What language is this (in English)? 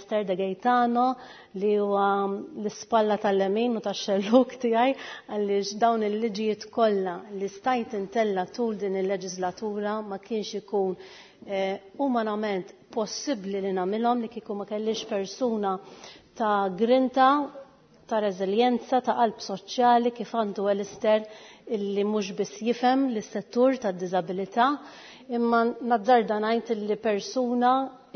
Maltese